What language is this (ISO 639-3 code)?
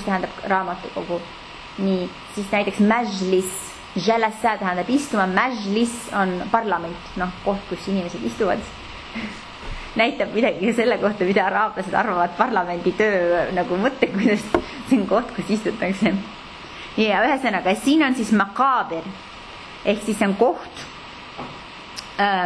est